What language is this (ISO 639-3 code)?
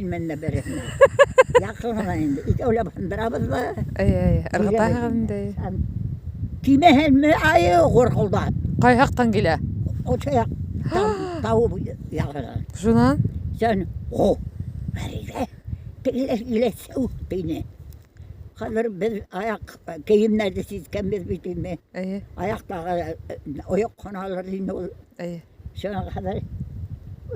bak